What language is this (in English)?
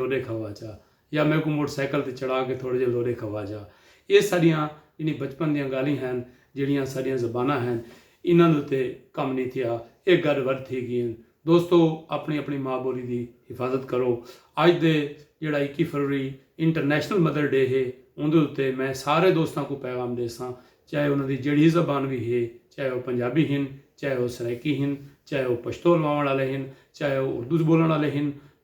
Saraiki